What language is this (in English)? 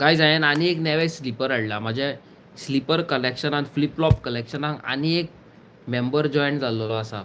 Konkani